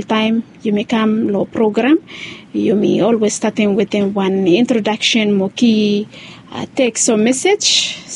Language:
Bislama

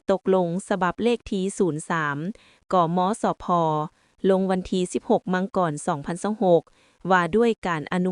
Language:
Lao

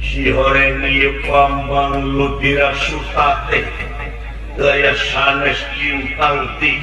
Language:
Sundanese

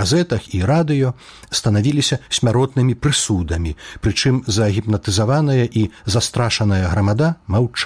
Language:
Belarusian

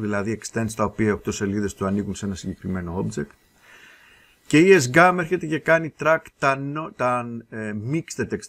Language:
Greek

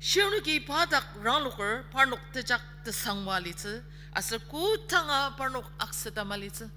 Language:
Ao Naga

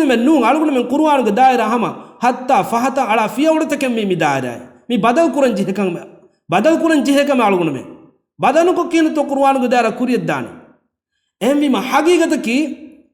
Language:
Divehi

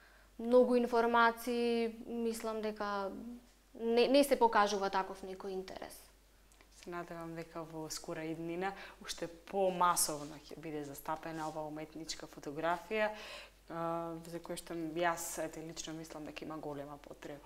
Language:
Macedonian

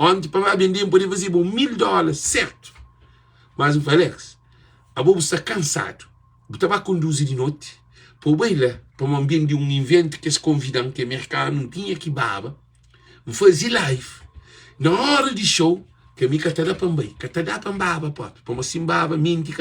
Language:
Kabuverdianu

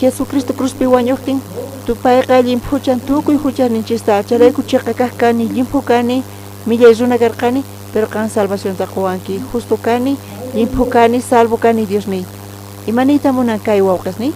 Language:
South Bolivian Quechua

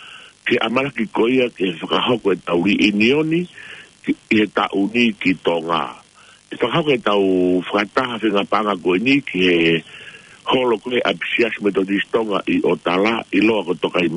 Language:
Tongan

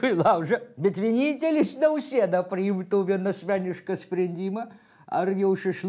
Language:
Lithuanian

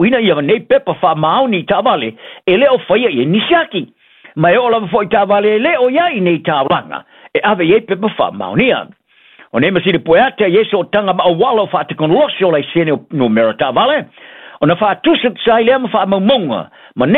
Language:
Samoan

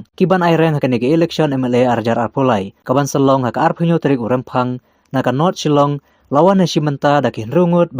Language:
Khasi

